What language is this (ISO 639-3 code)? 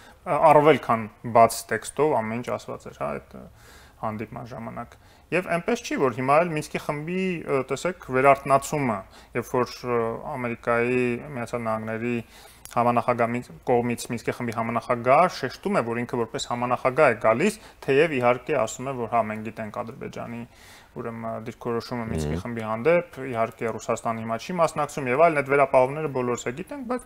hye